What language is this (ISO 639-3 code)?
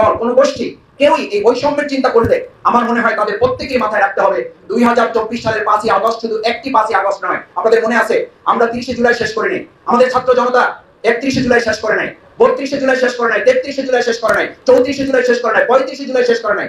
ben